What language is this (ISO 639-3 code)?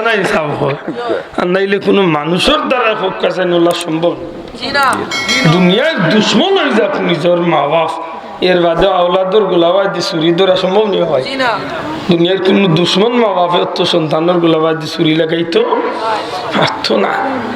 syl